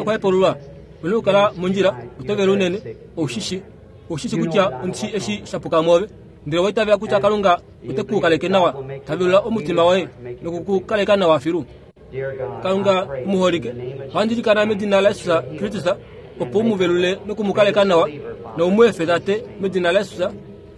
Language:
Kuanyama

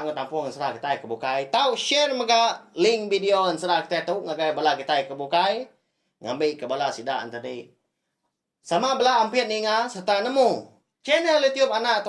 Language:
Iban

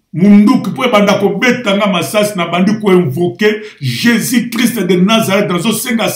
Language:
Lingala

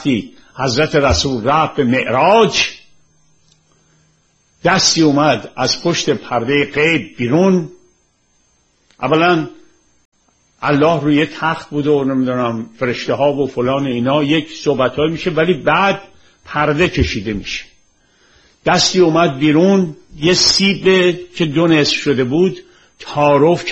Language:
Persian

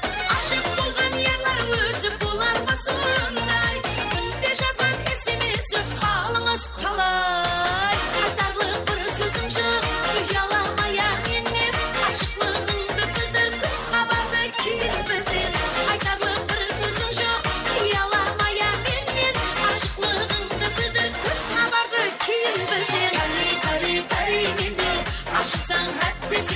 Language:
Kara-Kalpak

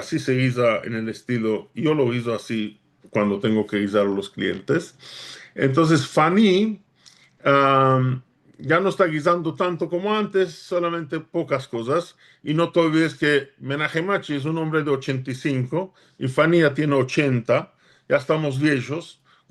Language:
Ladino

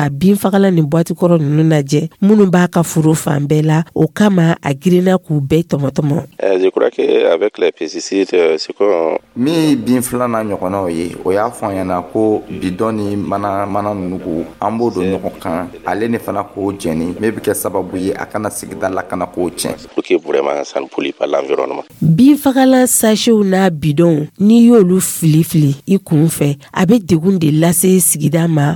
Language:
Dyula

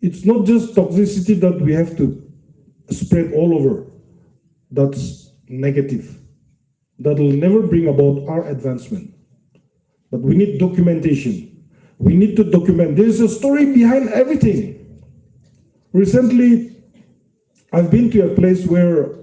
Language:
Yimchungru Naga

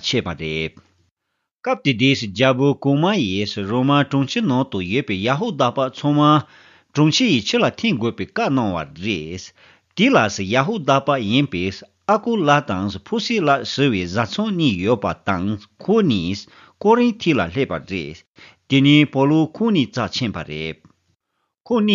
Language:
Tibetan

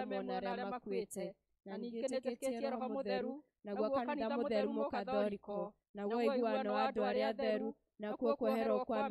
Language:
Kikuyu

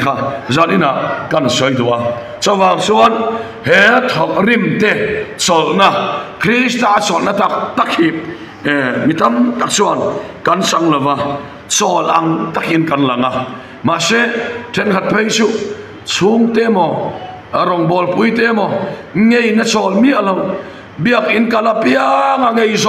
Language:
Mizo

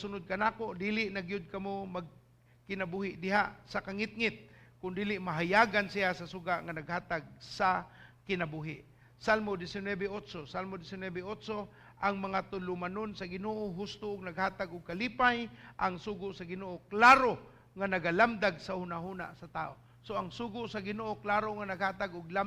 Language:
Cebuano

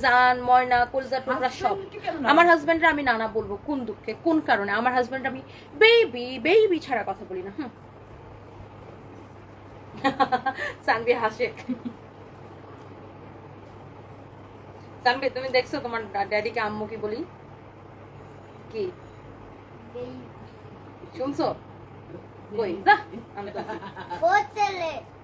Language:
Bangla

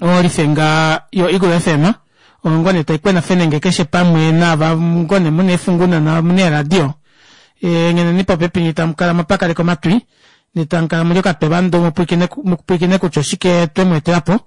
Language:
Kuanyama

